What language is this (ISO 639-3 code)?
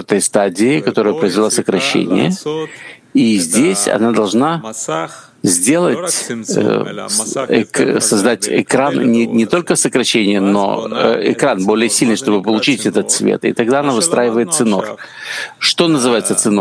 rus